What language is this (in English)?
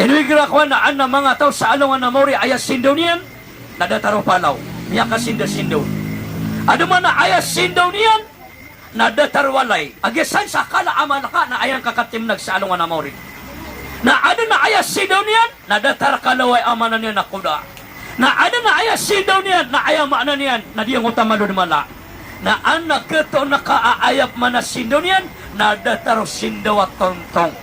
Maranao